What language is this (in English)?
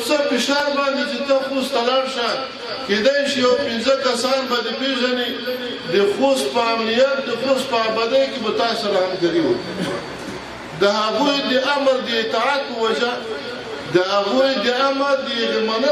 Pashto